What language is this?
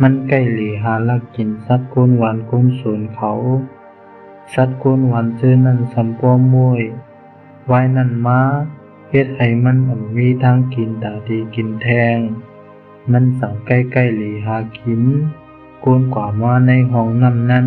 Shan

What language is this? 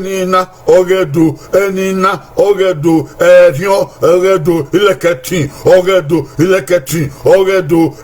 Bini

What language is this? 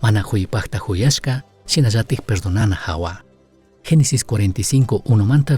Chimborazo Highland Quichua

